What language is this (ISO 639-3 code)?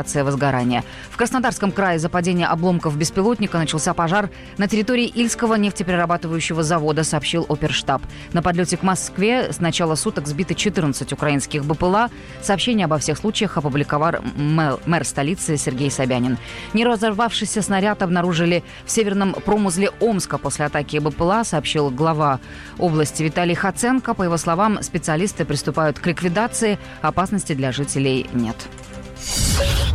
rus